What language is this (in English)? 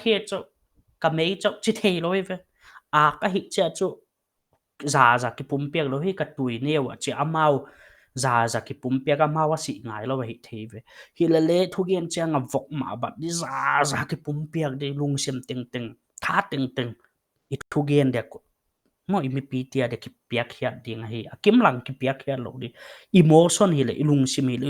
Paite Chin